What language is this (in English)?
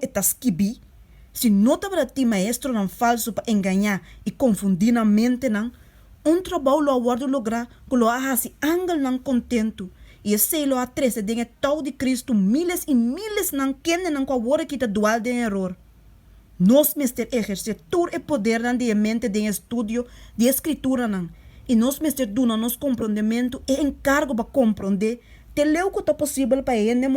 Papiamento